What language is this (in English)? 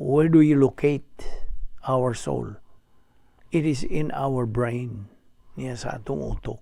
Cebuano